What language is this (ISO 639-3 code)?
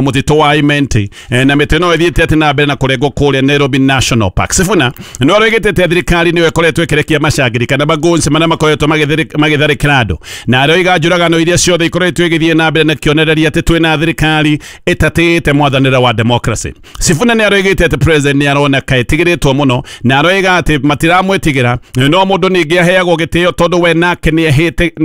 kik